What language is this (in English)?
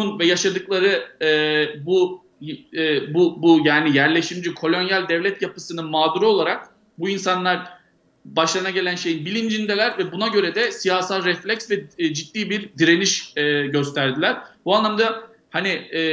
Turkish